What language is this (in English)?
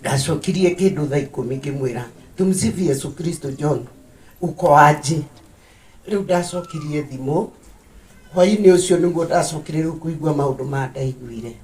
Kikuyu